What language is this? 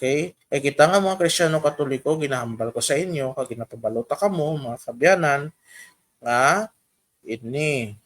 Hiligaynon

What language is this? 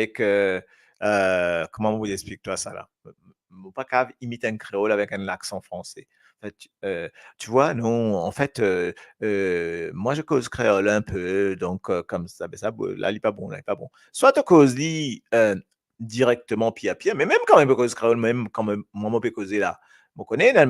Morisyen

